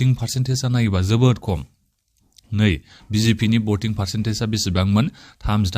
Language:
Bodo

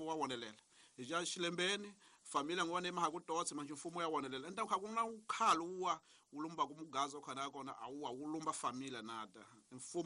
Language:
Tsonga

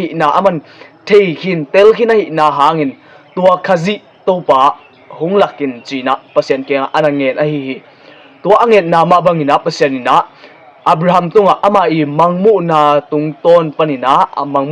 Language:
Tedim Chin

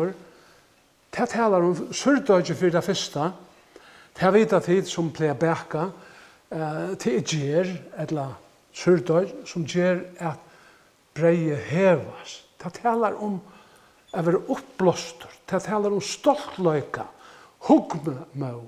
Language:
Faroese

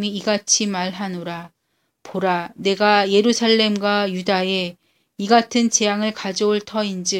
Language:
Korean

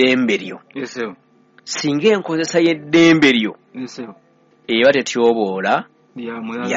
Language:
Ganda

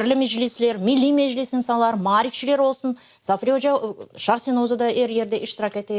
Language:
Crimean Tatar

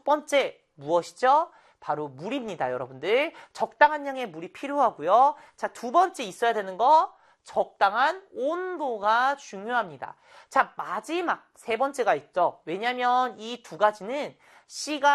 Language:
Korean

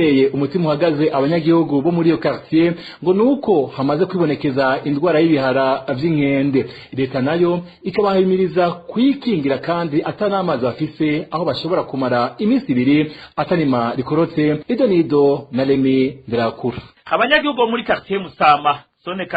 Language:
Rundi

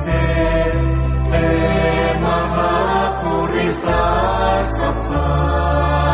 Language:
Pali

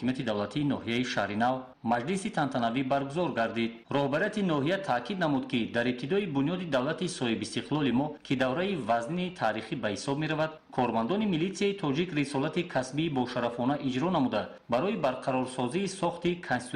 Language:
Tajik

